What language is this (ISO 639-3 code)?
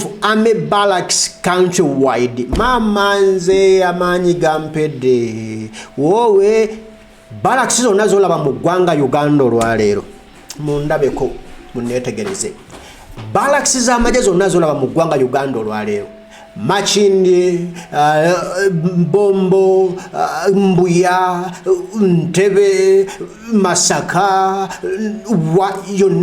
lug